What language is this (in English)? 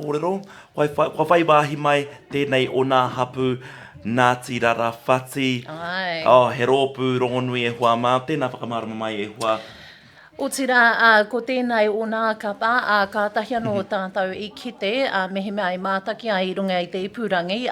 Māori